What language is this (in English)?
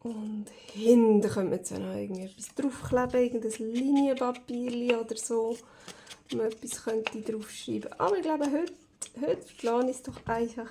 Swiss German